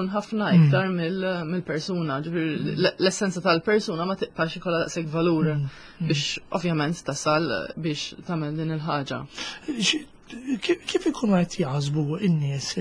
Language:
Maltese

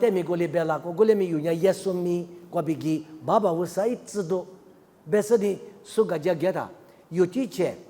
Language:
Lisu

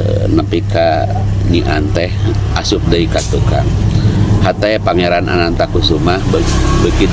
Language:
Sundanese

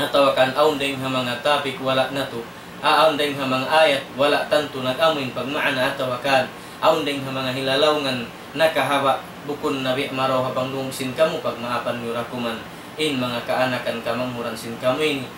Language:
Tausug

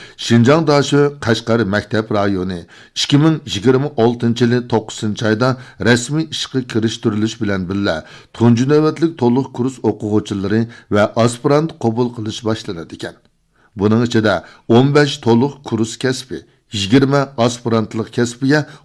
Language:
Uyghur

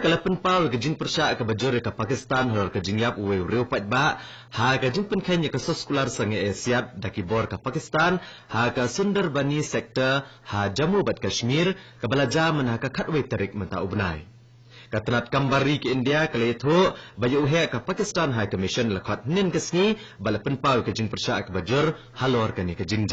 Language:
Khasi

